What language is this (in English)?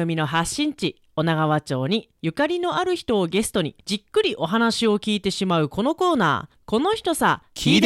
Japanese